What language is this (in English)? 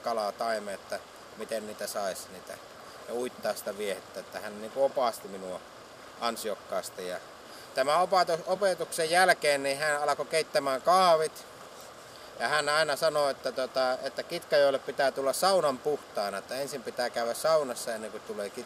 Finnish